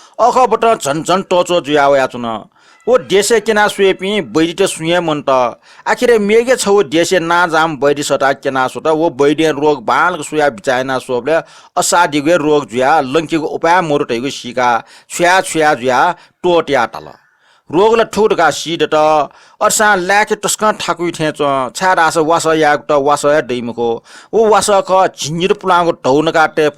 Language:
Newari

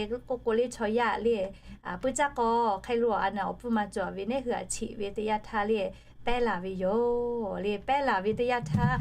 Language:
Lahu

